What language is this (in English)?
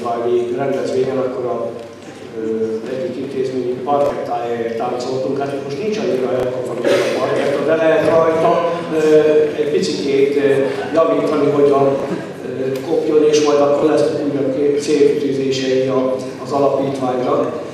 Hungarian